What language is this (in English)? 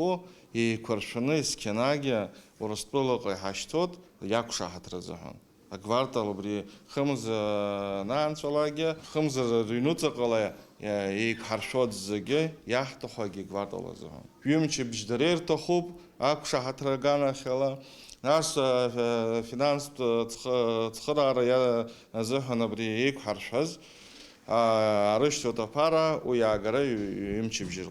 Abkhazian